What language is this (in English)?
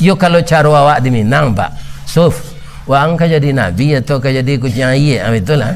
Minangkabau